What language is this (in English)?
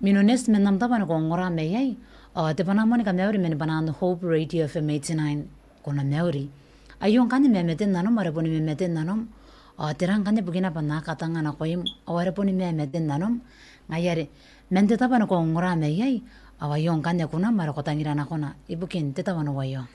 Gilbertese